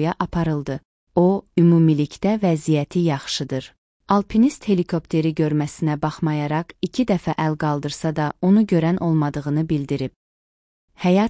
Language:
Azerbaijani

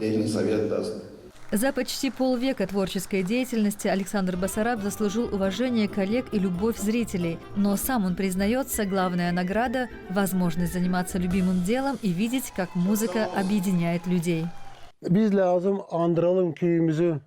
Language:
Gagauz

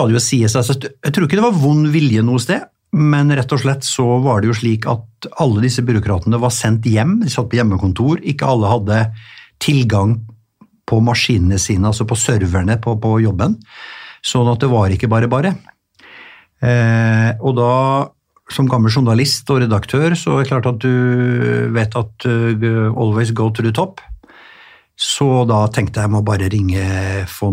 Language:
Norwegian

